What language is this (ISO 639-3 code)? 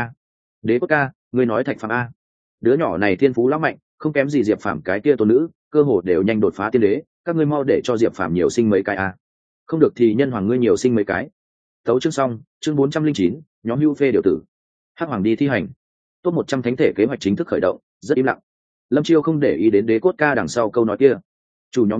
vie